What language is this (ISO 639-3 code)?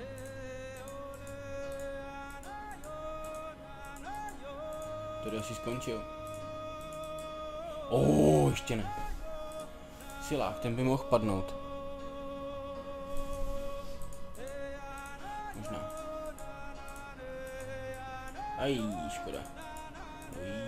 ces